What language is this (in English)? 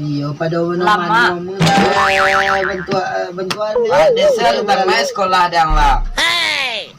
Minangkabau